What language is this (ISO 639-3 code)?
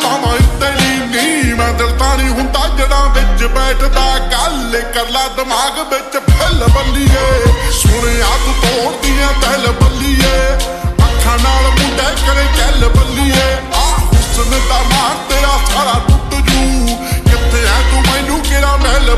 pan